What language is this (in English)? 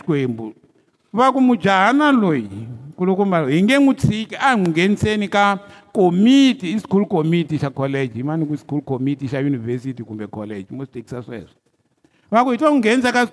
Tsonga